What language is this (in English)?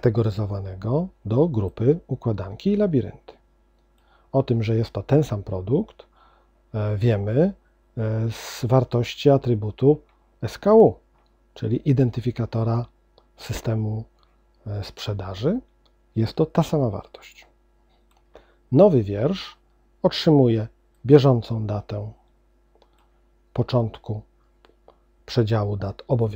Polish